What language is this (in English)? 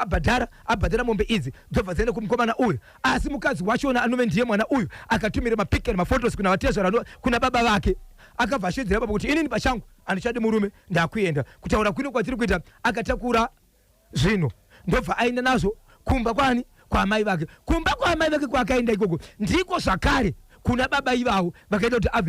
Shona